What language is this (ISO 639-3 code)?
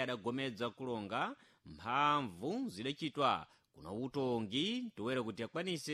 seh